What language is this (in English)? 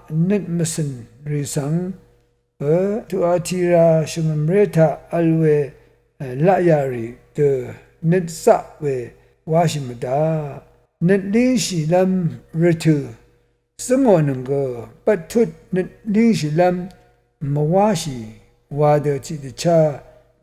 Rawang